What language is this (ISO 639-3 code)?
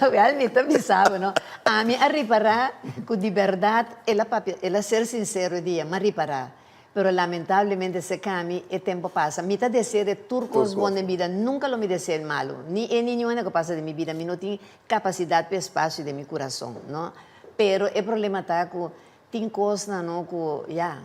pap